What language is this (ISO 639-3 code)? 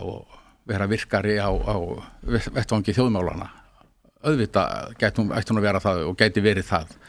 isl